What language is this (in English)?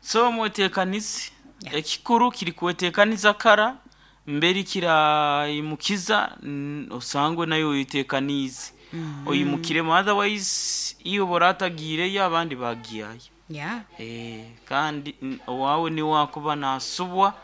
Nyoro